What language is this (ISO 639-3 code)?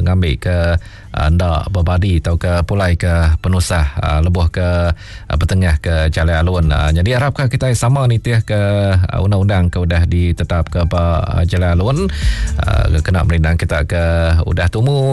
iba